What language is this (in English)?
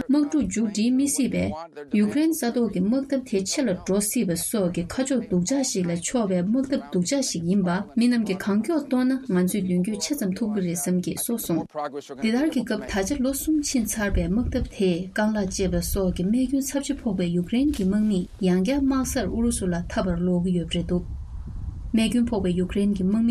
Tibetan